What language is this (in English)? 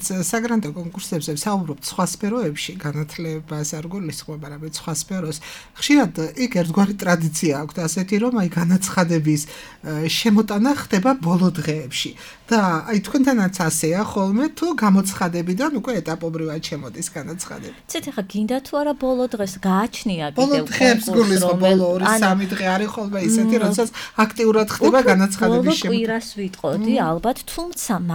Georgian